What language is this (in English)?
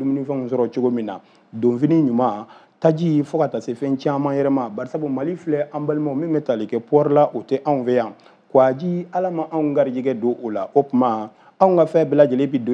Bambara